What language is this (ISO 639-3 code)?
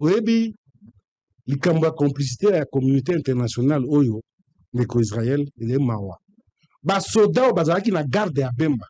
lin